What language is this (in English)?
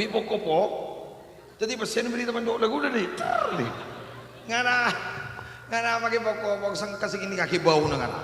Madurese